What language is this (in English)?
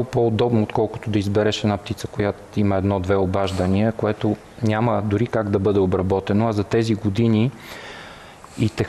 Bulgarian